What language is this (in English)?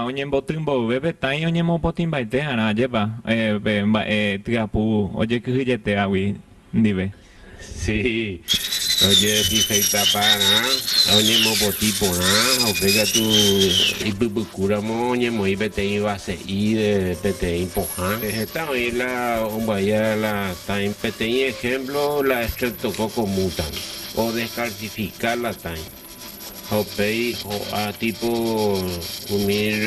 Guarani